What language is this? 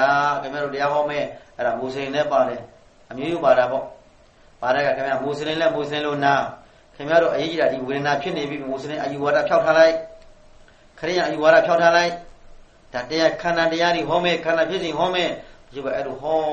Burmese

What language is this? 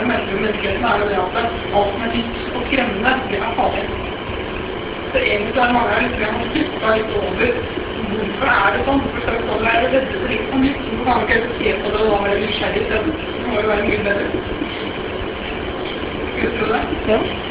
Norwegian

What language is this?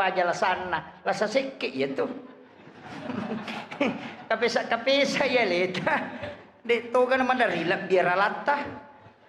Buginese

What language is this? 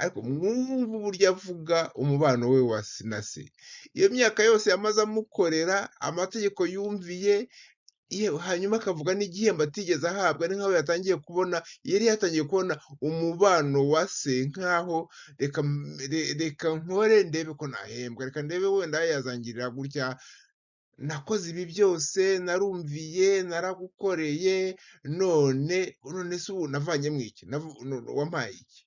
Kinyarwanda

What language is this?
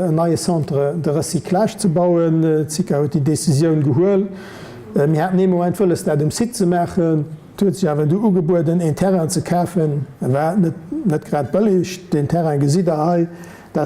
Luxembourgish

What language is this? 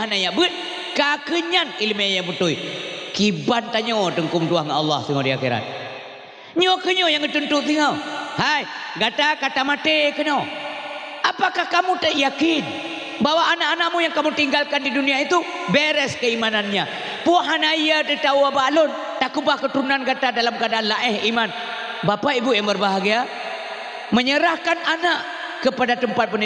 Achinese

